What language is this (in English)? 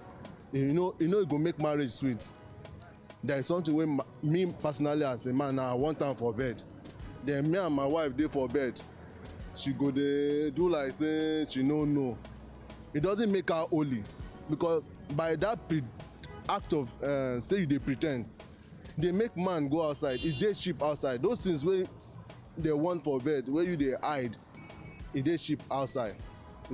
Nigerian Pidgin